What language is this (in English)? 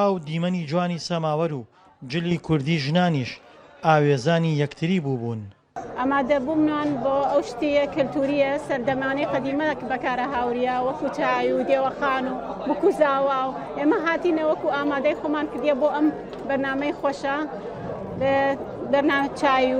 Central Kurdish